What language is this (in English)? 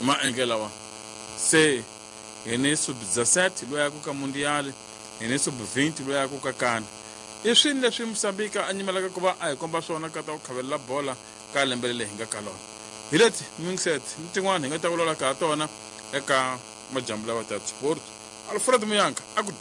Tsonga